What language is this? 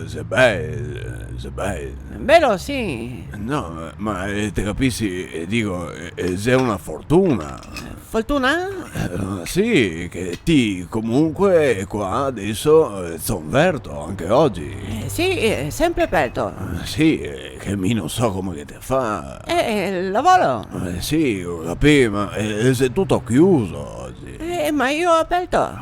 Venetian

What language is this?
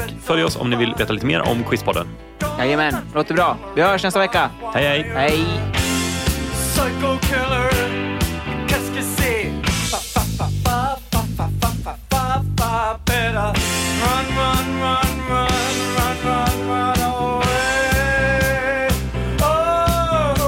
Swedish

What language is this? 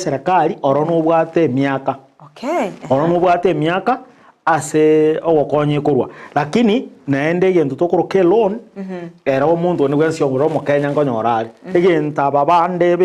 Gusii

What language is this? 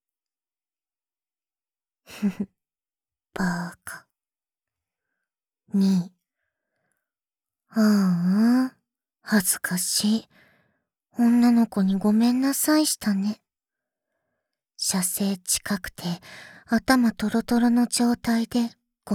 Japanese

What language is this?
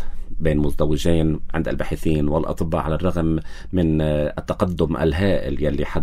North Levantine Arabic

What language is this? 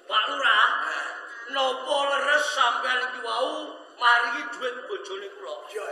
Javanese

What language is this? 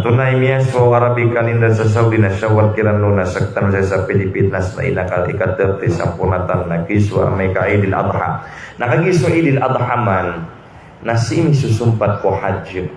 Maranao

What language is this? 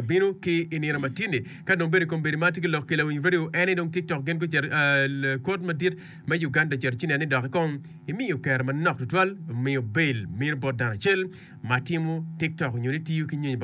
Acoli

